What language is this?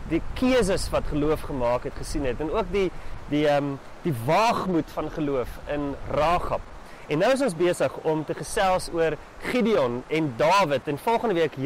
Afrikaans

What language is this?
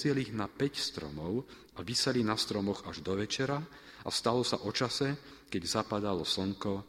Slovak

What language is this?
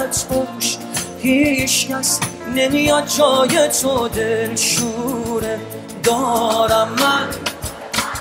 Persian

